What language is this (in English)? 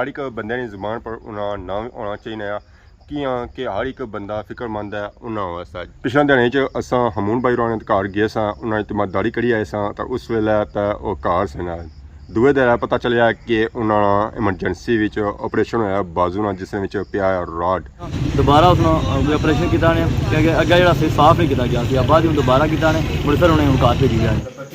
Pahari-Potwari